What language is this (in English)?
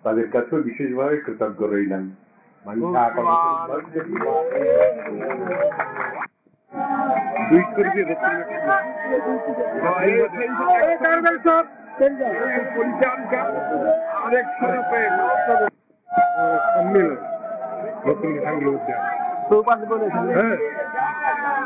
Bangla